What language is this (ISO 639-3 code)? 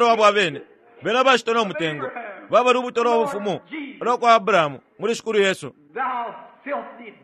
bem